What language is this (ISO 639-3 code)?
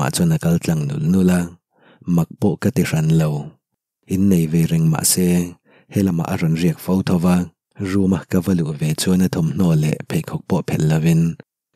lus